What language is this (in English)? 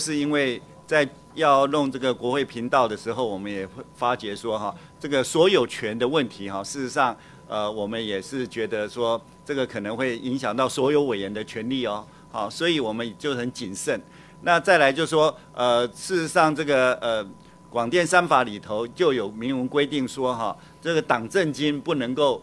Chinese